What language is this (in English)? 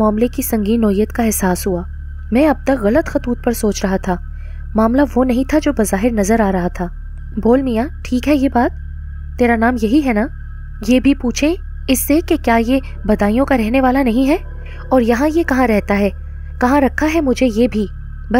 Urdu